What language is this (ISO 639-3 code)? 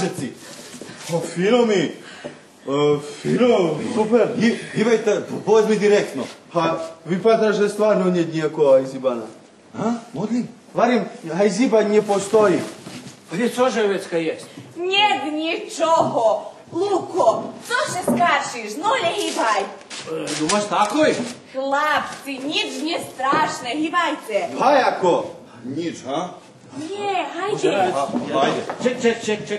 rue